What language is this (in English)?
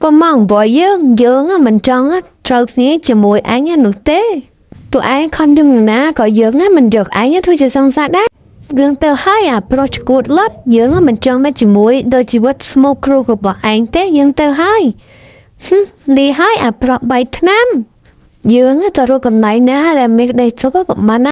Khmer